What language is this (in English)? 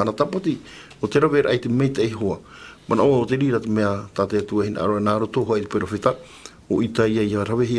Tahitian